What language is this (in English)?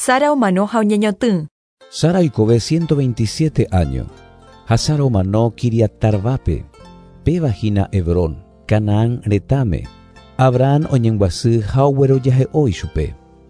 Guarani